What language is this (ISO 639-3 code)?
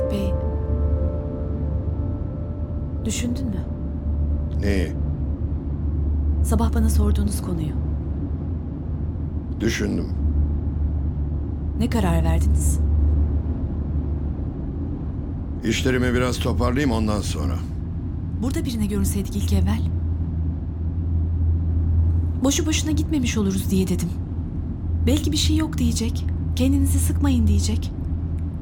tur